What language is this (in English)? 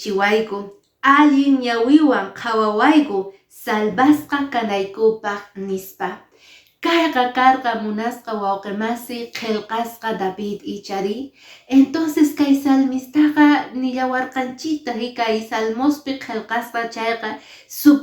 Quechua